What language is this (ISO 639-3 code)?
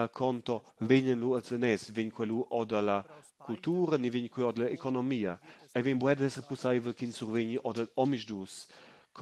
roh